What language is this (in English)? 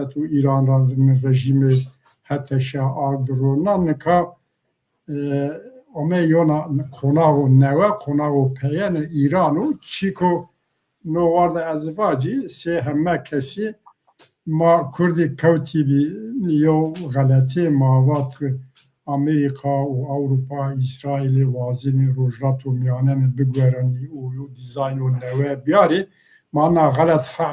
Zaza